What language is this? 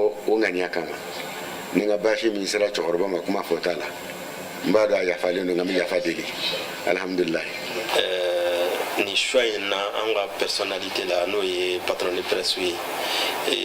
Bambara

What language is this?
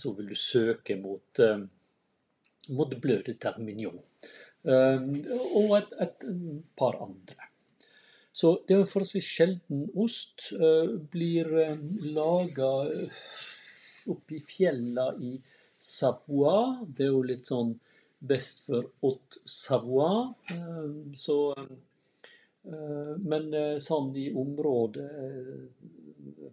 Norwegian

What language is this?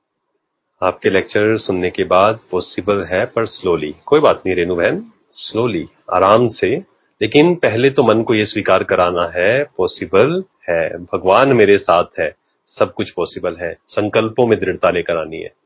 Hindi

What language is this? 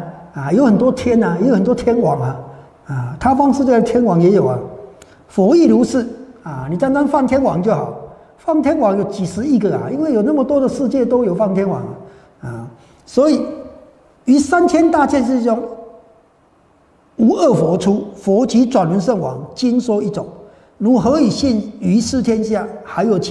Chinese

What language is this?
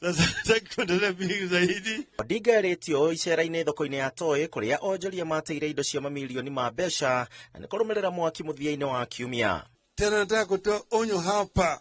Kikuyu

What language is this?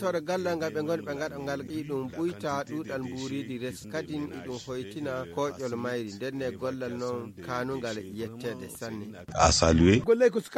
Fula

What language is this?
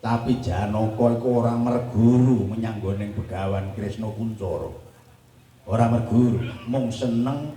Javanese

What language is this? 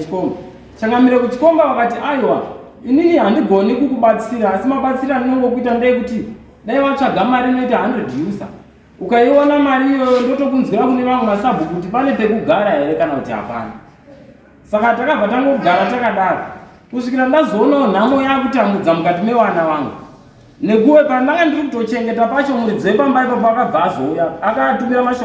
Shona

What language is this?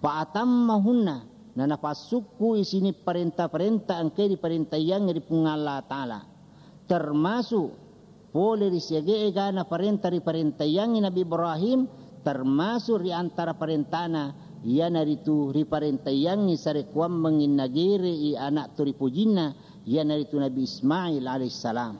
Buginese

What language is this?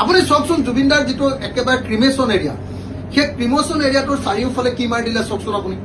Assamese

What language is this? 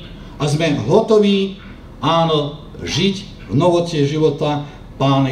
Slovak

